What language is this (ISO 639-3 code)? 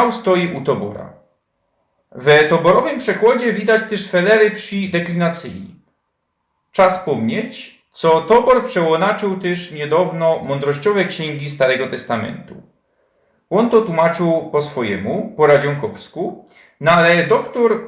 szl